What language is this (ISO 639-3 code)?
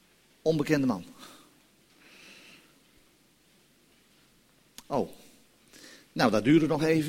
nld